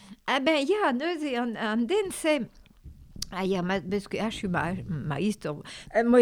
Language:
Breton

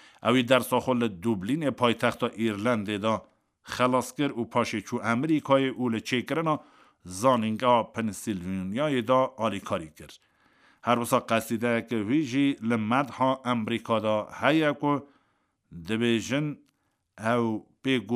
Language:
Kurdish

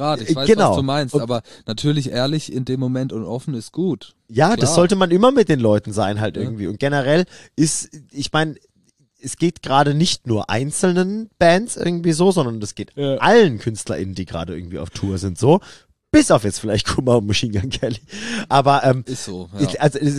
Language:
German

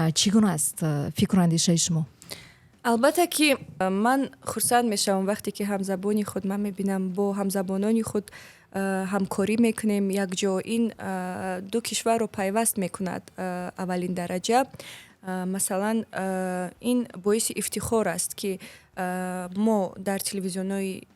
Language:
Tajik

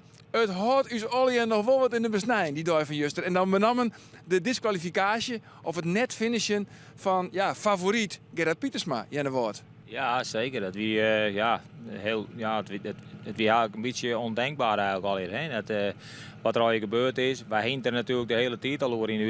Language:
Western Frisian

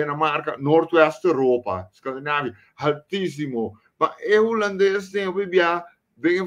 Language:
Papiamento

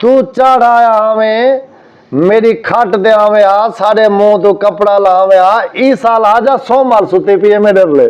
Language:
Saraiki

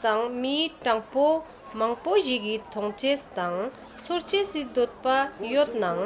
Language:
Ladakhi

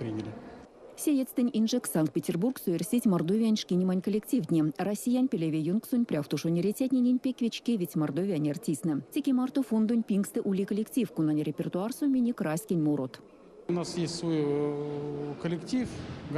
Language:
Erzya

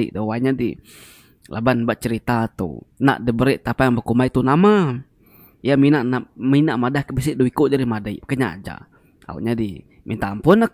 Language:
Iban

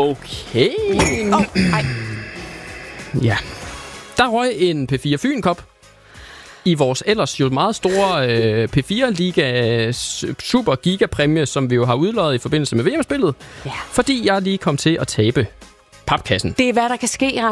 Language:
Danish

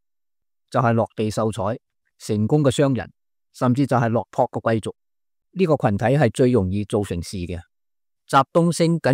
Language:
Cantonese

